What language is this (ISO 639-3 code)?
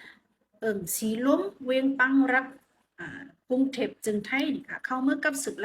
shn